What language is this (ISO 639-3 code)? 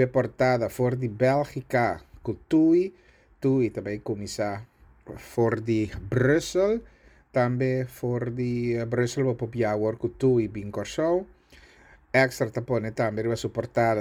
pap